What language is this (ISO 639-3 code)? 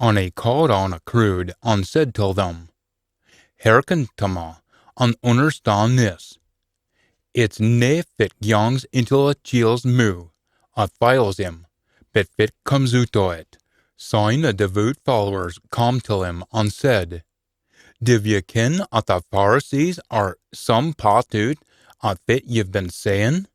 sco